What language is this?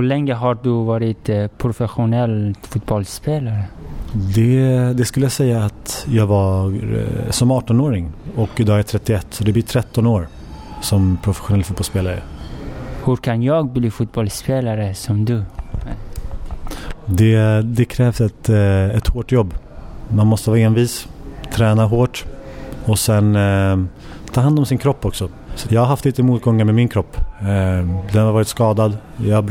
Swedish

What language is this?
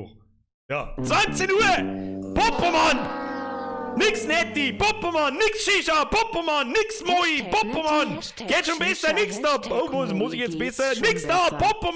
Bavarian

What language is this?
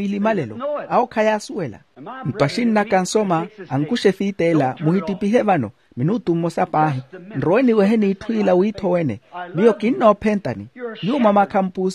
Makhuwa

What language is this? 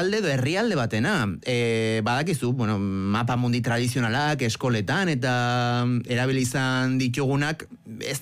Basque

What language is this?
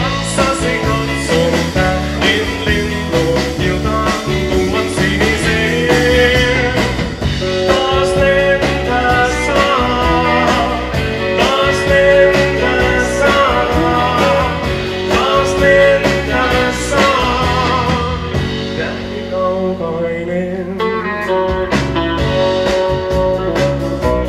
Finnish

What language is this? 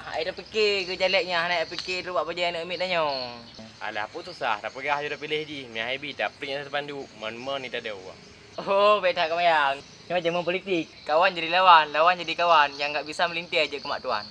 Achinese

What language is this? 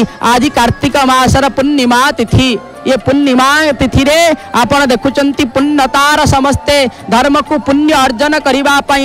Odia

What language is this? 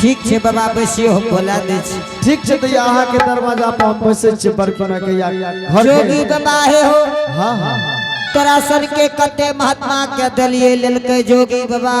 Angika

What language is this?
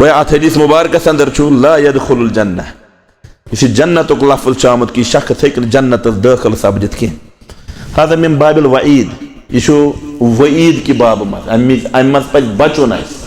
Kashmiri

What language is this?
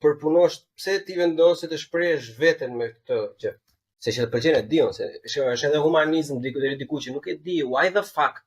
Albanian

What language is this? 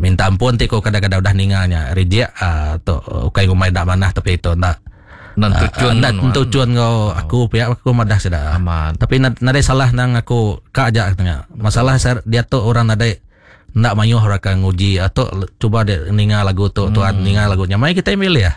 Iban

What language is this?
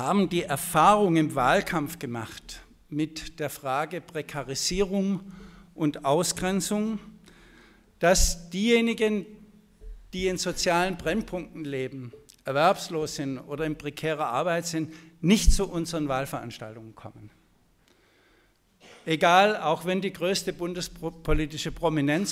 German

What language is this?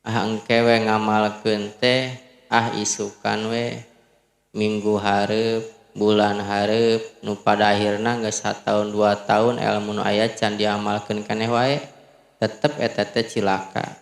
Sundanese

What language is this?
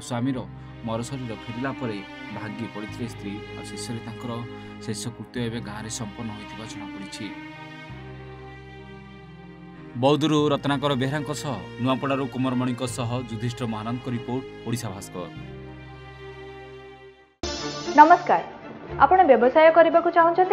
Odia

